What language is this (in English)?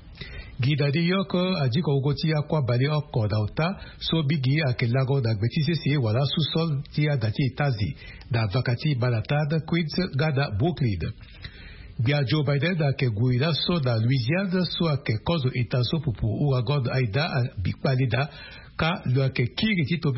Sango